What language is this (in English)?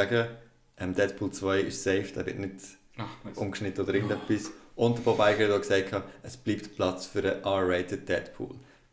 Swiss German